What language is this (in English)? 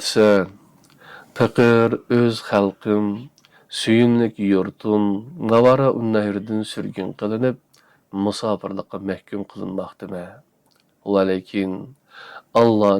Uyghur